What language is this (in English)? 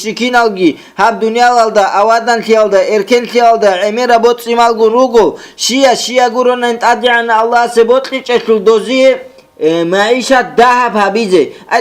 Avaric